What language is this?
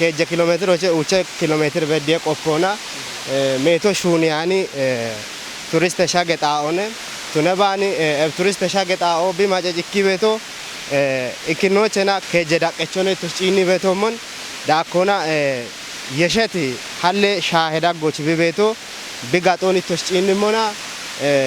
Kafa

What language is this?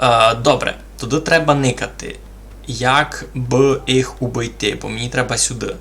Rusyn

